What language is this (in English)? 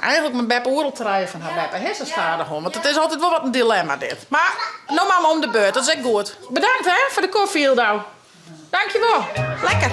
Western Frisian